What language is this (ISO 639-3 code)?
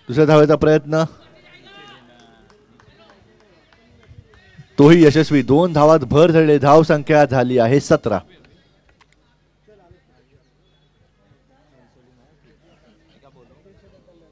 mar